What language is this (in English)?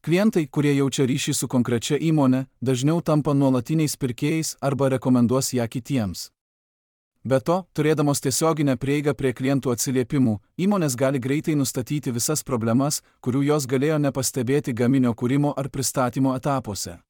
Lithuanian